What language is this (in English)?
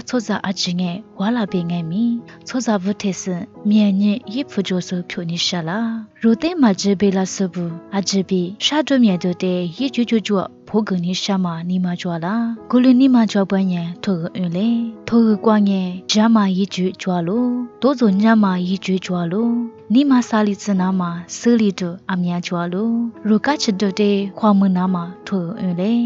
Lisu